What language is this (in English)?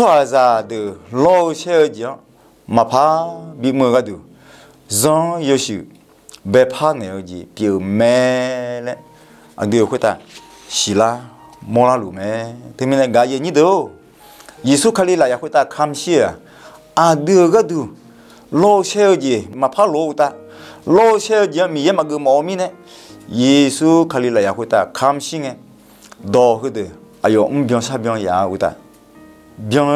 Akha